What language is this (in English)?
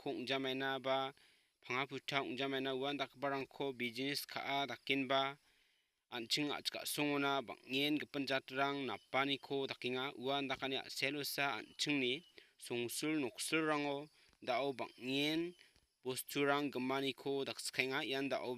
Garo